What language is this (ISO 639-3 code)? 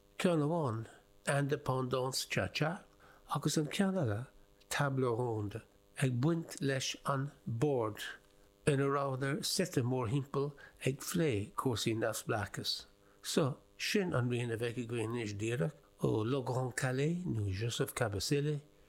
gle